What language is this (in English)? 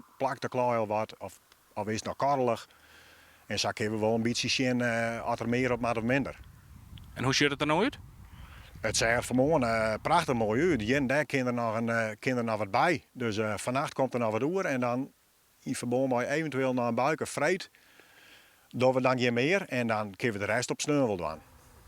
Western Frisian